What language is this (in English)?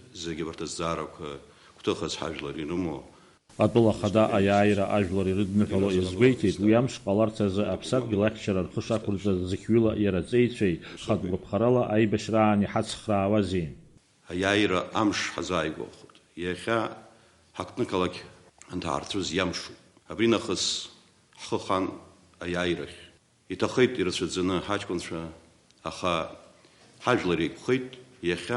Abkhazian